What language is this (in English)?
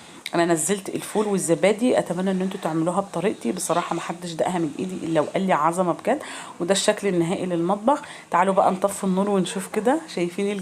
Egyptian Arabic